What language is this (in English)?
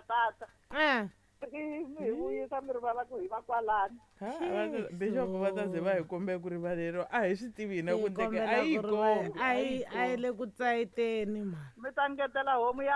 Tsonga